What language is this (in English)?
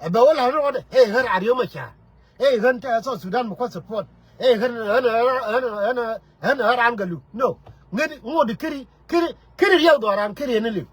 Nuer